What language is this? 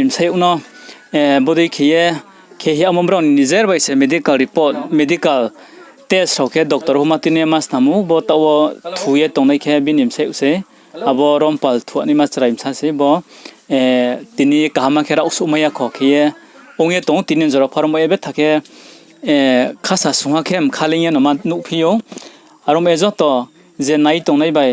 Riang (India)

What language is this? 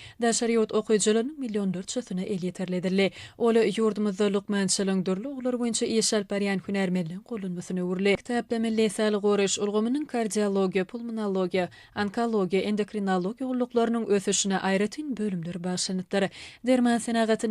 Turkmen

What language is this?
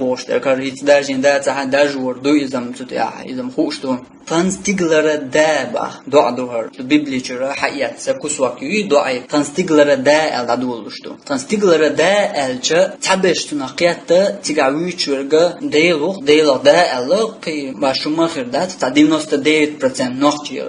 Chechen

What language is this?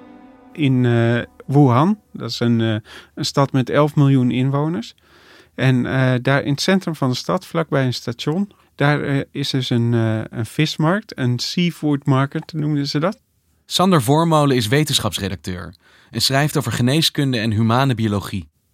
Dutch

